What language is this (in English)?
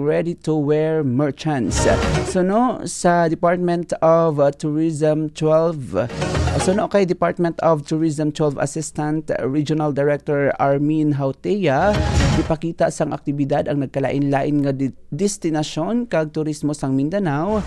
Hiligaynon